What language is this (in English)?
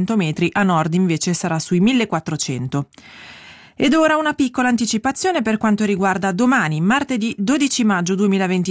Italian